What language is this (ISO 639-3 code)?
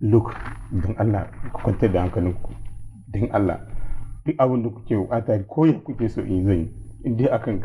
hau